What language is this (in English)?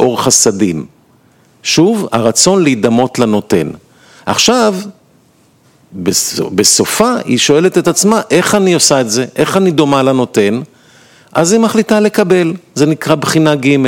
Hebrew